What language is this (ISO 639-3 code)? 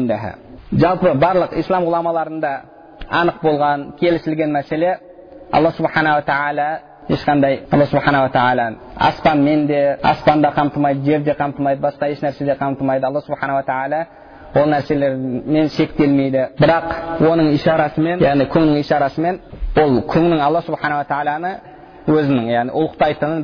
kaz